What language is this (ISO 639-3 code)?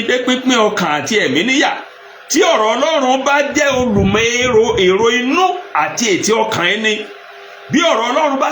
yor